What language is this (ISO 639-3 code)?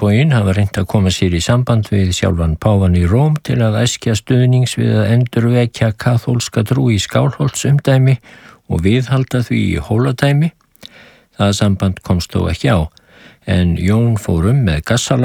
isl